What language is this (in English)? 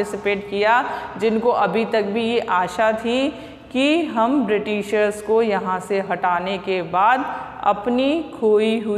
Hindi